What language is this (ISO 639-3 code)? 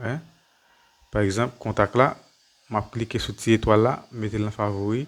hat